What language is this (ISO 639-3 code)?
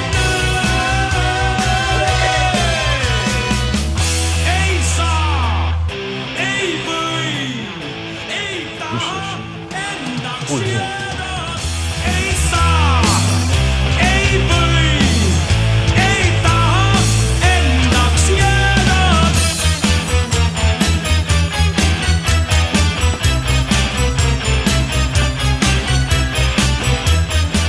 est